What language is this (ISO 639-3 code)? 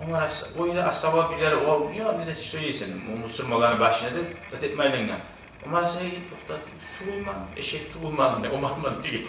kum